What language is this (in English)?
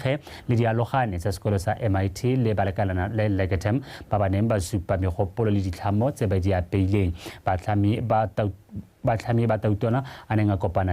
Tswana